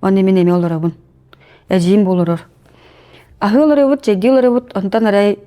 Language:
Yakut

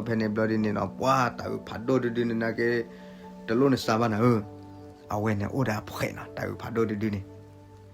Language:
S'gaw Karen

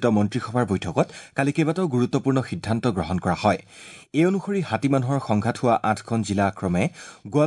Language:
Assamese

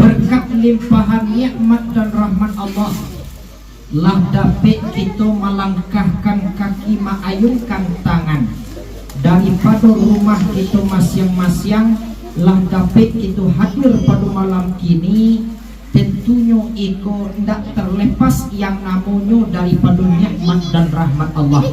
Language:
Minangkabau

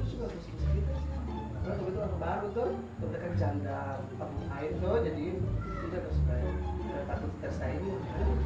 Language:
Ambonese Malay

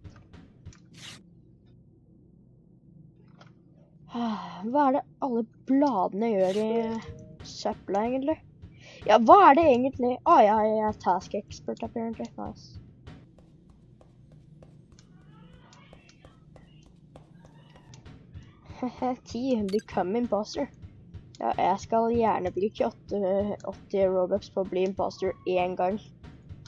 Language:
Norwegian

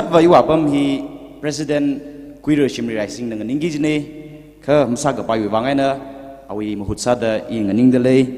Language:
Tangkhul Naga (India)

